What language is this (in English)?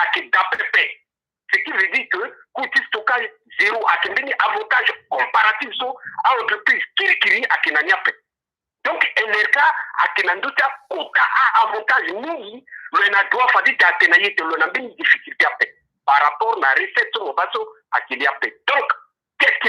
Sango